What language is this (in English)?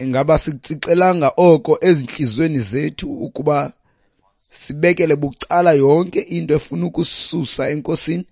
Xhosa